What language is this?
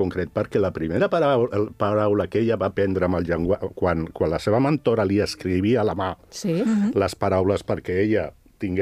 Catalan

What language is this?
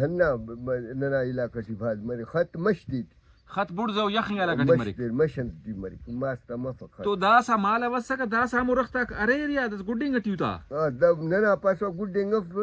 Brahui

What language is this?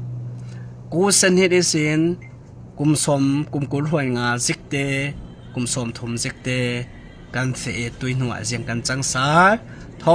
Falam Chin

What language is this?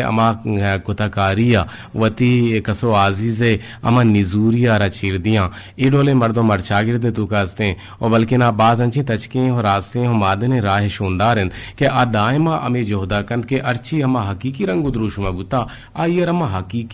Eastern Balochi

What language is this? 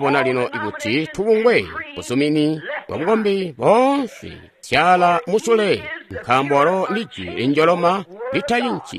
Tonga (Zambia)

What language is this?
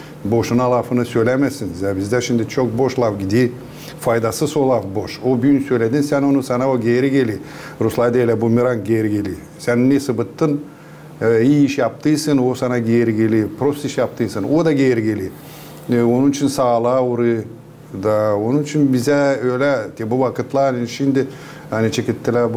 Gagauz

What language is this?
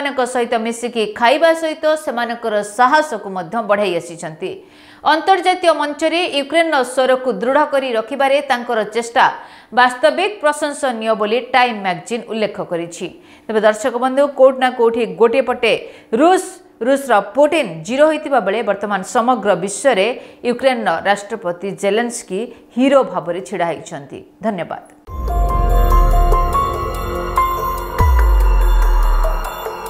Odia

